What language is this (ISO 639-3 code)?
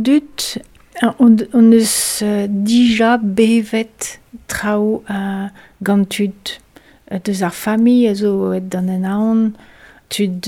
bre